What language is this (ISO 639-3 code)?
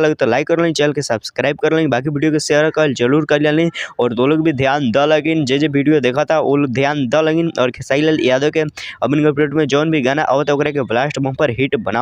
bho